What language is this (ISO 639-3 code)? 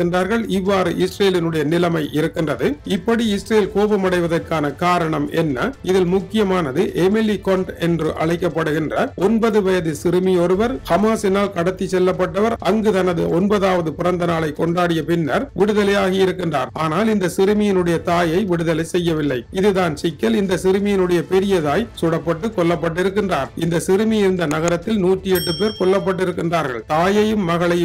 tam